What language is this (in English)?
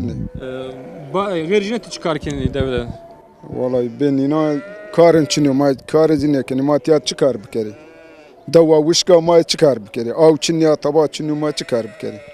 Zaza